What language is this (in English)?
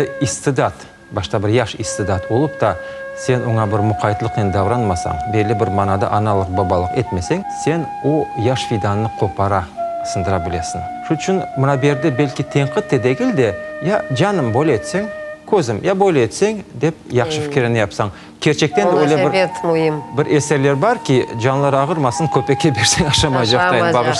Crimean Tatar